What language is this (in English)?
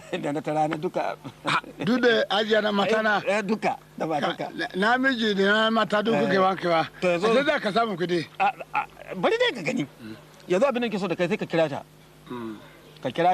Hausa